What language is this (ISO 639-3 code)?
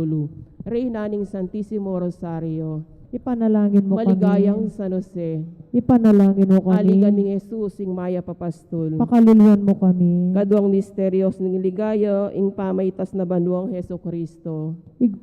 pam